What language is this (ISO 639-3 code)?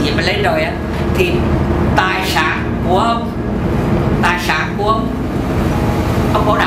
vie